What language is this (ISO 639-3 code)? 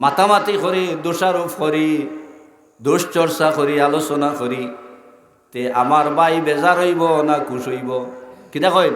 syl